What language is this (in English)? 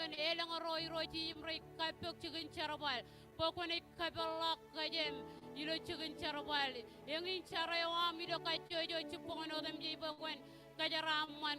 Marshallese